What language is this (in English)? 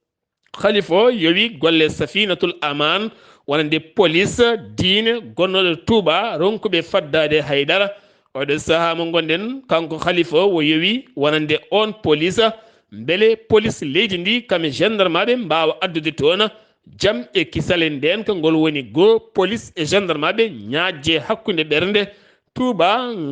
Fula